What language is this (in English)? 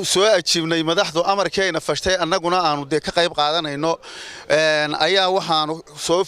Somali